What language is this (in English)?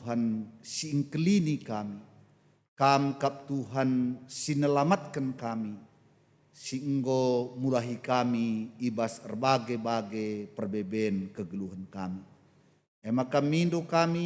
Batak Karo